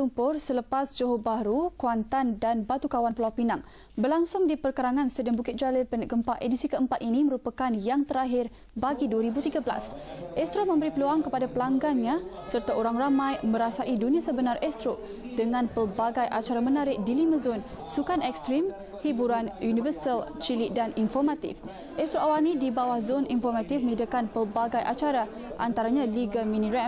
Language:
Malay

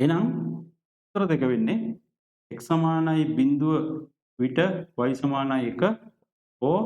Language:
Sinhala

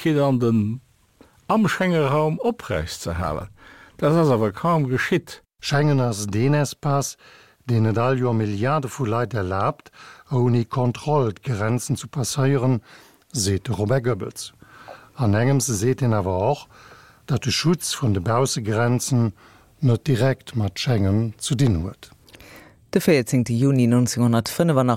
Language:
Luxembourgish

